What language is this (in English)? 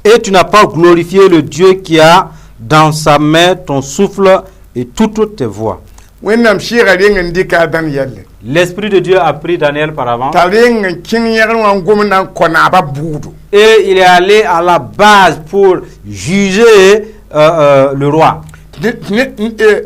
Mossi